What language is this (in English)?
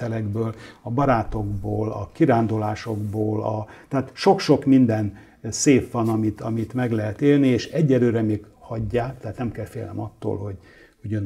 Hungarian